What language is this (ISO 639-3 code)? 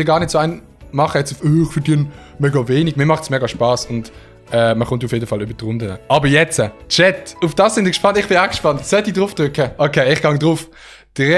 gsw